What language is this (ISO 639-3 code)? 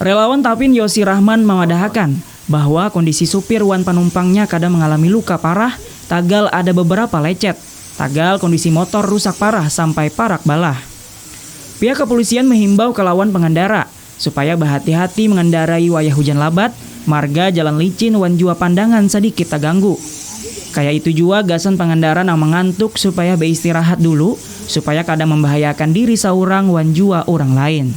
bjn